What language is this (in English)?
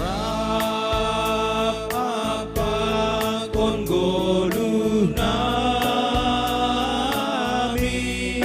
Batak Simalungun